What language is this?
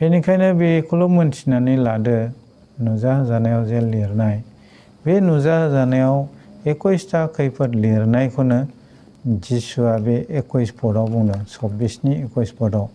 Bodo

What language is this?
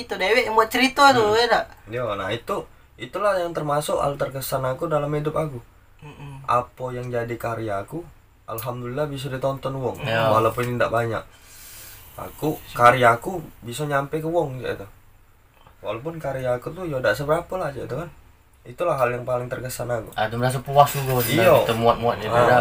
Musi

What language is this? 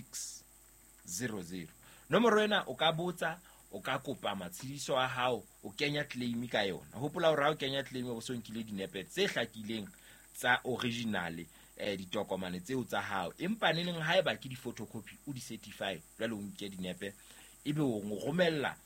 Southern Sotho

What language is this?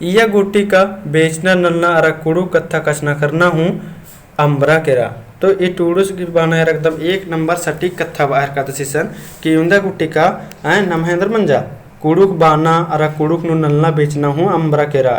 Kurukh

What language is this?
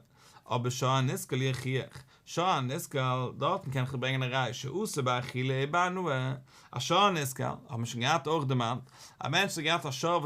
Yiddish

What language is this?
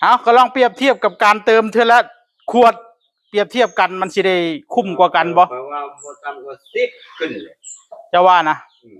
Northeastern Thai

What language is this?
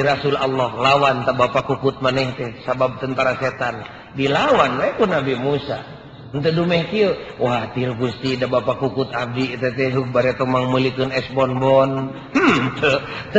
Sundanese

